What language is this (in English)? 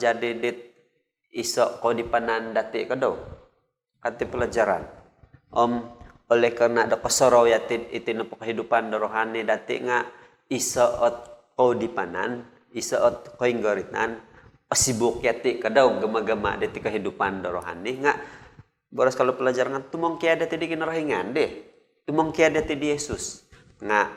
Central Dusun